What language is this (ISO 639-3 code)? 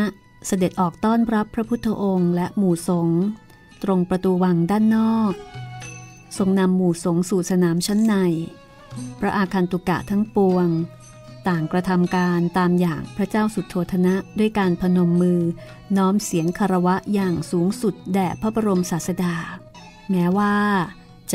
tha